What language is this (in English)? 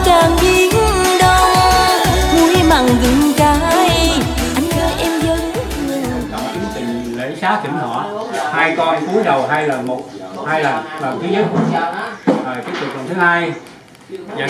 Vietnamese